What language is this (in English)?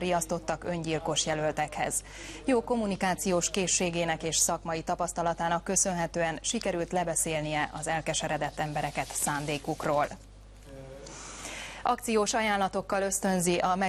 Hungarian